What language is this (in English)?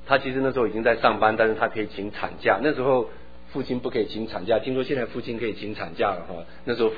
Chinese